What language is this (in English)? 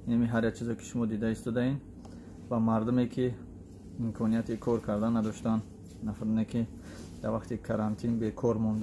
Tajik